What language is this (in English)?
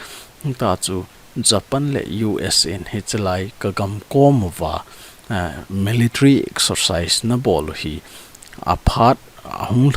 Thado Chin